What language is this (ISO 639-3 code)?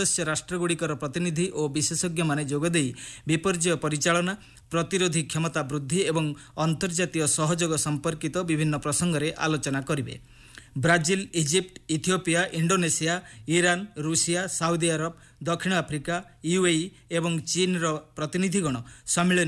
ori